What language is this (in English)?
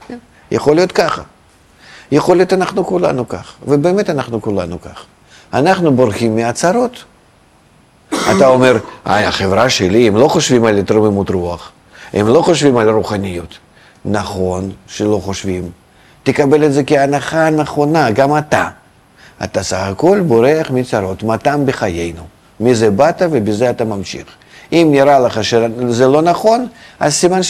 Hebrew